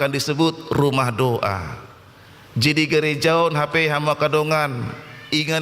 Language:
Batak Toba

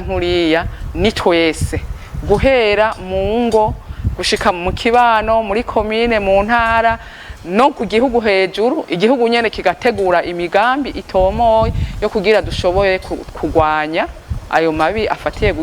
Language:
Rundi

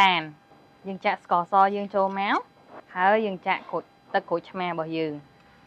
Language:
Khmer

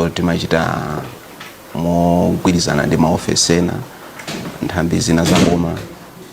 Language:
Nyanja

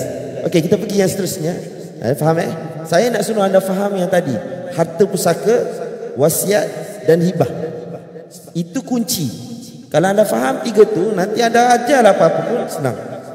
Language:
Malay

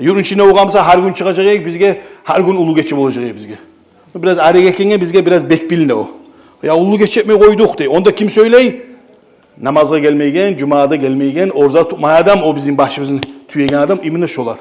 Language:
Kumyk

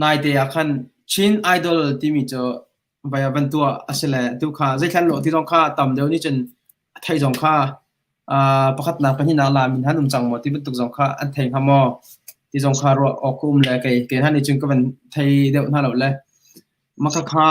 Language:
Hakha Chin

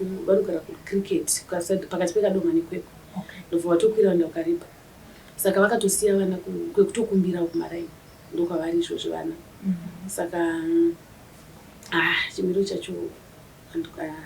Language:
Shona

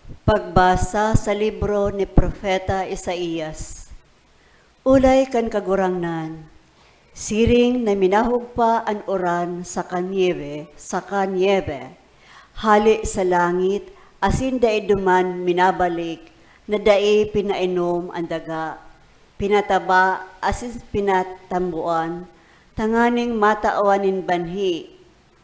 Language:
Bikol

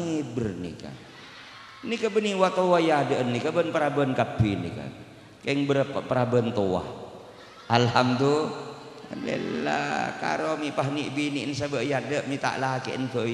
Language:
Madurese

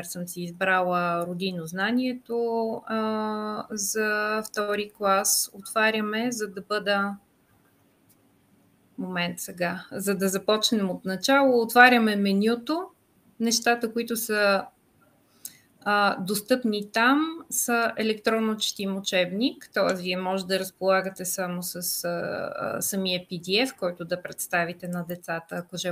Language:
Bulgarian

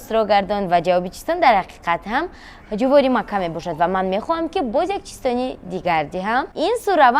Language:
Tajik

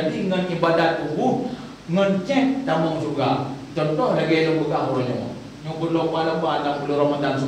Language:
Achinese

